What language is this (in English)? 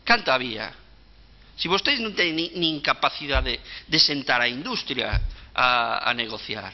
Galician